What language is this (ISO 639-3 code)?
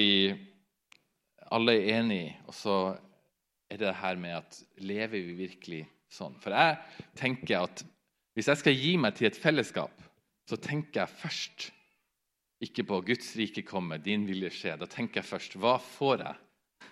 nor